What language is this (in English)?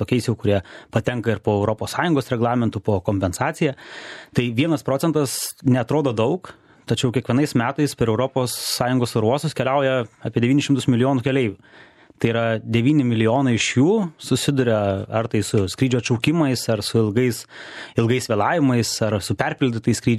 Lithuanian